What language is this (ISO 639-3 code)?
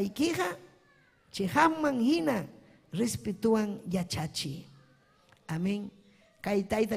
quy